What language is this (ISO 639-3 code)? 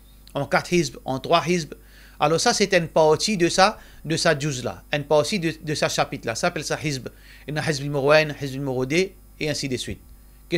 mfe